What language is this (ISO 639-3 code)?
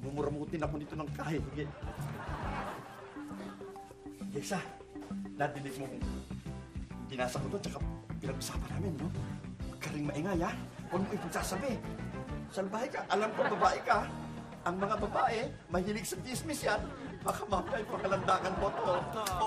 fil